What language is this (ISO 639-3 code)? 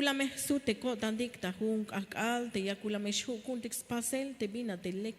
tzh